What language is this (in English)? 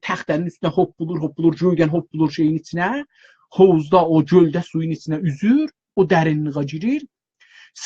South Azerbaijani